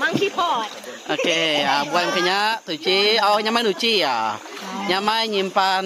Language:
Iban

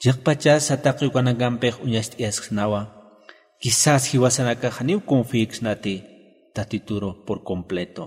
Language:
Aymara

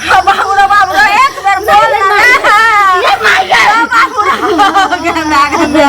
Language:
Maithili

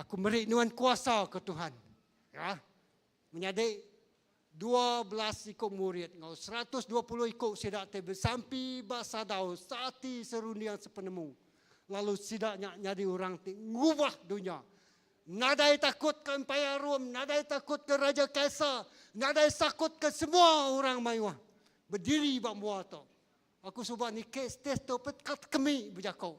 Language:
Iban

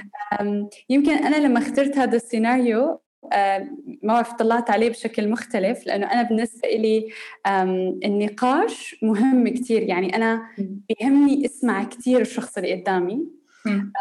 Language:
North Levantine Arabic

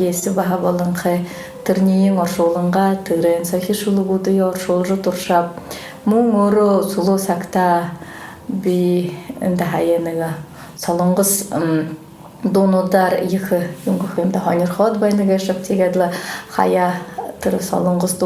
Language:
Buriat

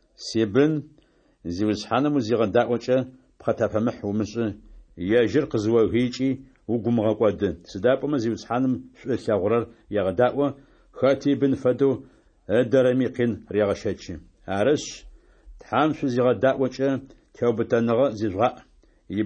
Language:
Adyghe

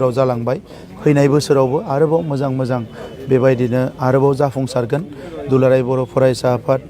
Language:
Bodo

